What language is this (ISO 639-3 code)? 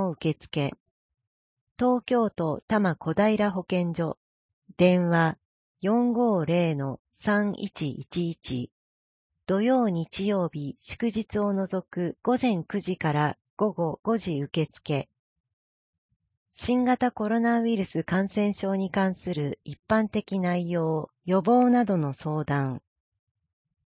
jpn